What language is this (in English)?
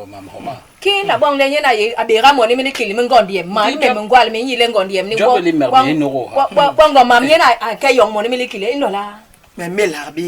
Basaa